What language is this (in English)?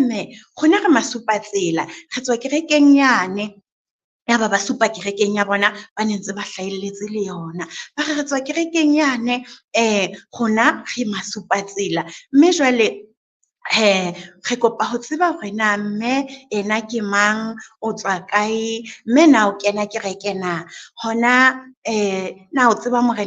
Southern Sotho